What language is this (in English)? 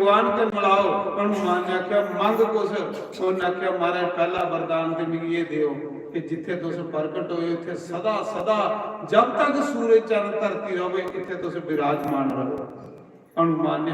Dogri